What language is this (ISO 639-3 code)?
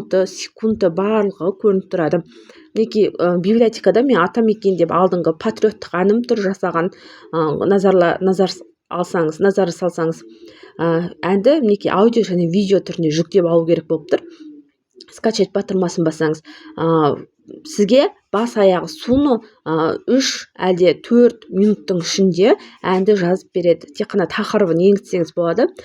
kaz